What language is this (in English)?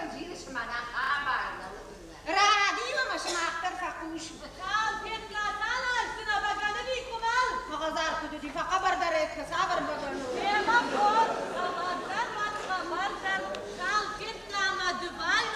Ossetic